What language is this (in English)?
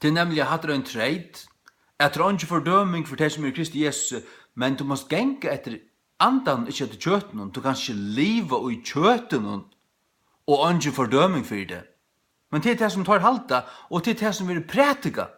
Faroese